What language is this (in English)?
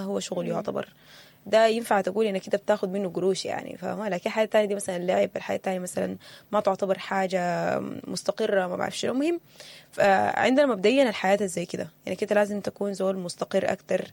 Sudanese Arabic